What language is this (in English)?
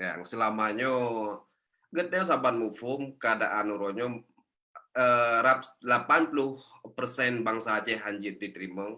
Achinese